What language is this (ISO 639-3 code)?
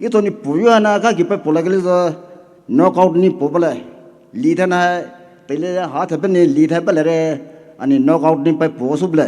pmx